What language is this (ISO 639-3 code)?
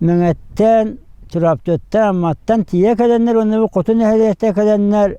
sah